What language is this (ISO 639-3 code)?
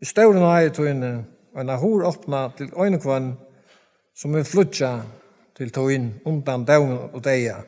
fao